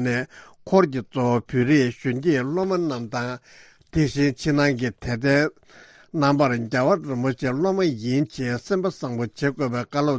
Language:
Tibetan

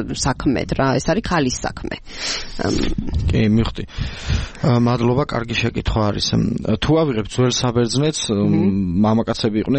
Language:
Georgian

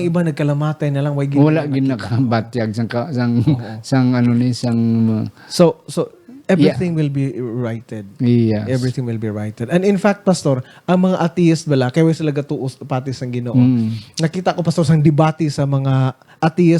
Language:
Hiligaynon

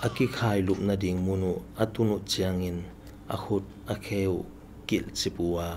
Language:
Tedim Chin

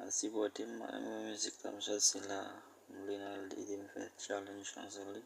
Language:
Haitian Creole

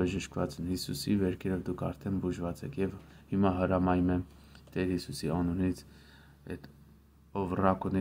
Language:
Armenian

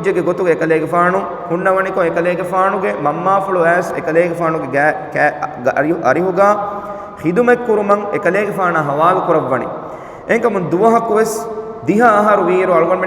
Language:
Divehi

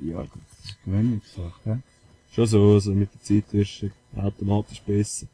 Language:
Swiss German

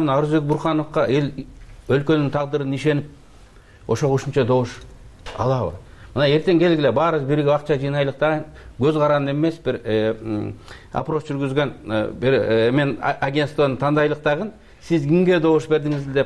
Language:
Kyrgyz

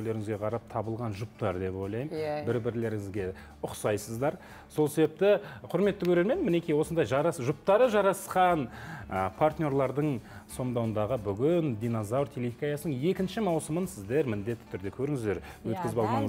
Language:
Kazakh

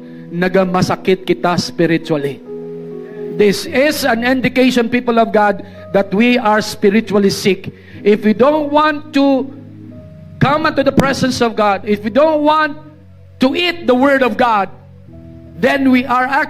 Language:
Hiligaynon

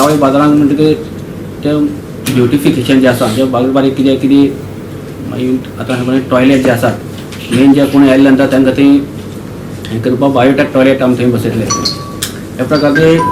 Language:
Konkani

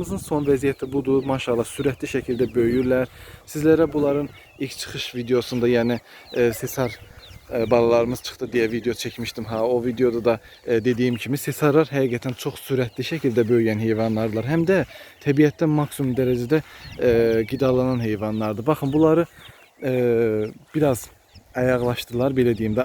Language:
Azerbaijani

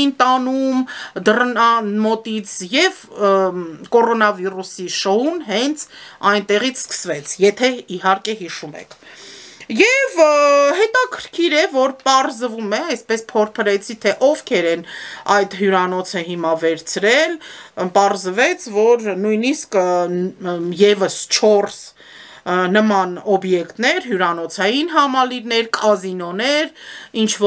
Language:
Armenian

